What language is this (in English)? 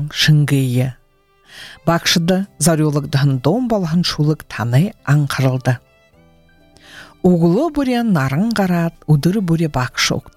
Buriat